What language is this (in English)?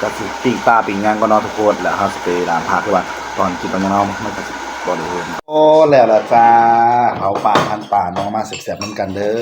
Northeastern Thai